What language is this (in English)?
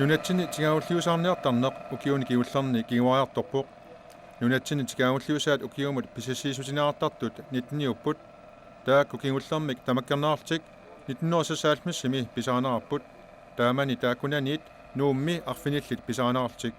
Kalaallisut